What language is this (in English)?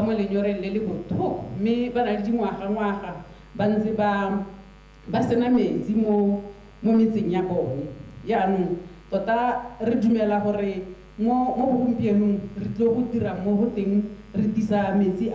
Tswana